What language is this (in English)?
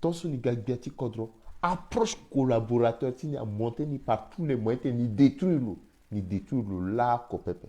Sango